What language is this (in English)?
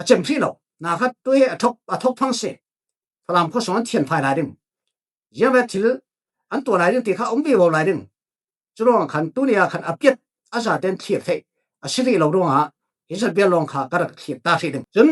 Falam Chin